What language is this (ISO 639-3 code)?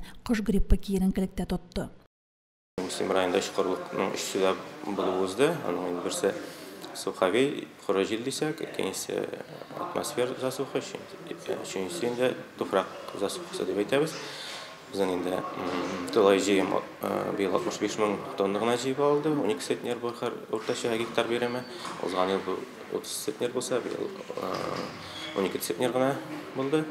tat